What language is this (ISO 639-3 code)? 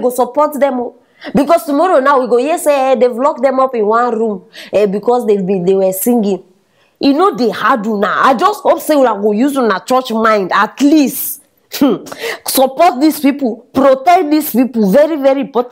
pcm